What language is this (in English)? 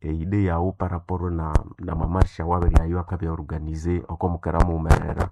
Nande